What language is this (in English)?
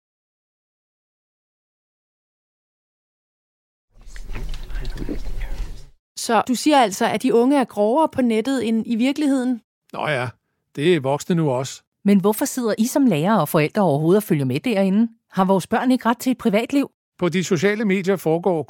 Danish